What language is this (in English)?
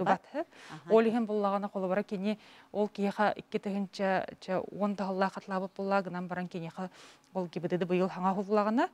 Yakut